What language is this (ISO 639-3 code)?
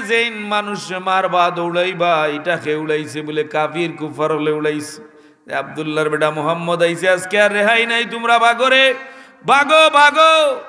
syl